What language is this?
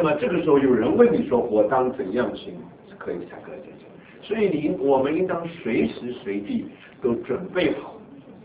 Chinese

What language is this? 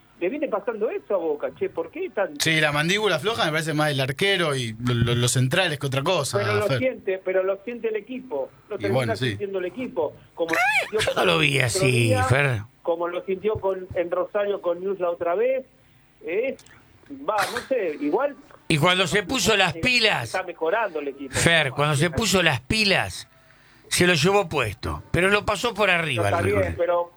Spanish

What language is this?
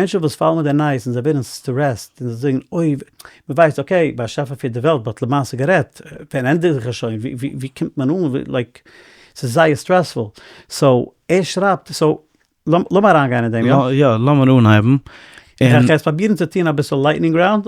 Yiddish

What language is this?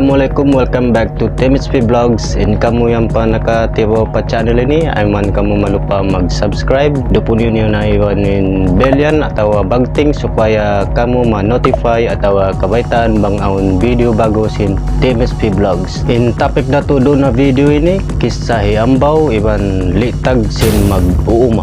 Tausug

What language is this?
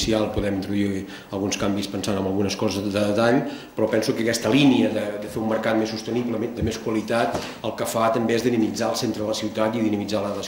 Catalan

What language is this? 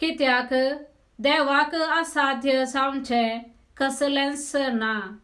Konkani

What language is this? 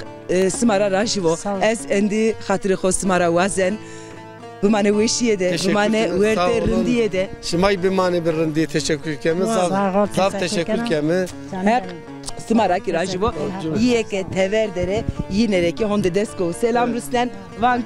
Zaza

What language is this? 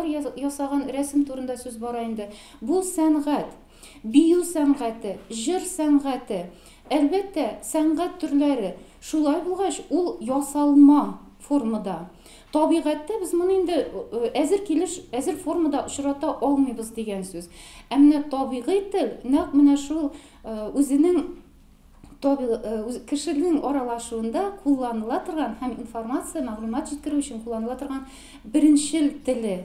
Tatar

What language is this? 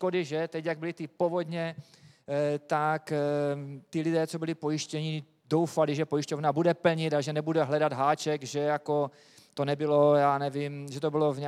Czech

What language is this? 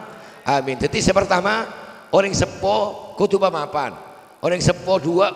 Madurese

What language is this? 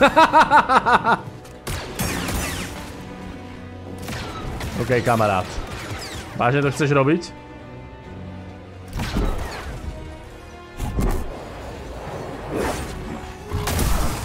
Slovak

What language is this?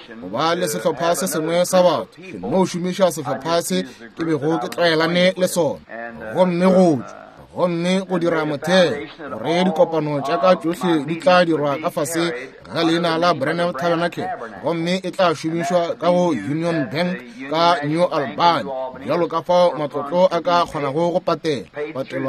Northern Sotho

